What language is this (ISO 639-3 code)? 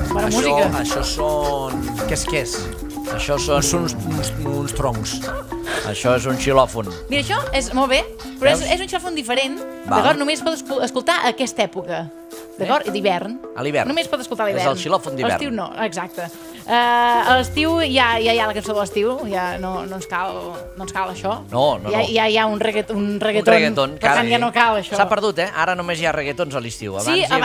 cat